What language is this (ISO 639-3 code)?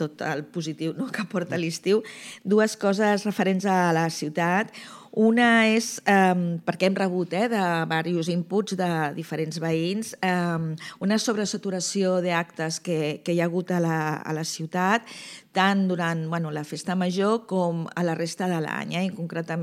cat